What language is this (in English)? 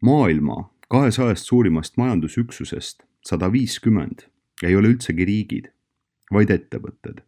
Estonian